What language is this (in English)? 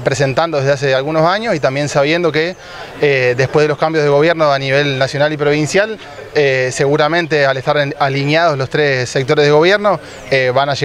Spanish